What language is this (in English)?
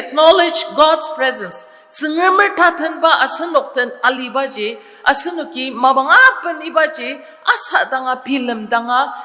Ao Naga